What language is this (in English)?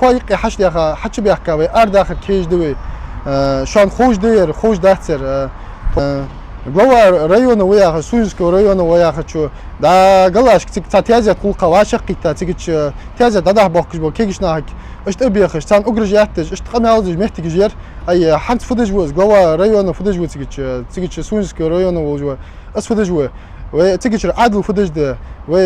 Ingush